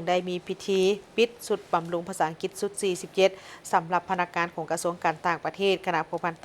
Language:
Lao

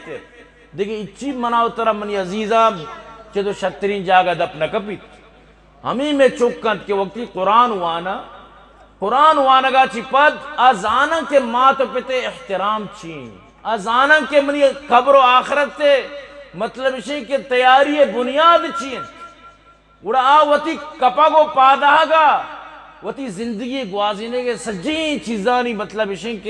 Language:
Eastern Balochi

